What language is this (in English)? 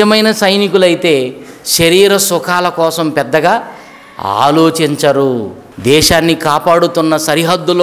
Telugu